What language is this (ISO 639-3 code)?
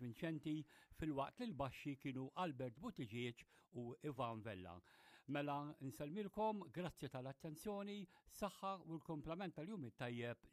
mlt